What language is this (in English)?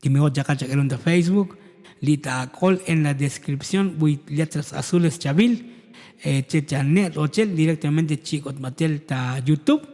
Tzotzil